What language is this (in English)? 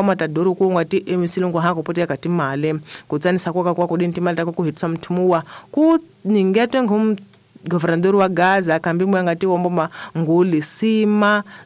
Tsonga